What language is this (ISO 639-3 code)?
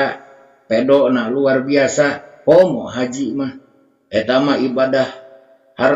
sun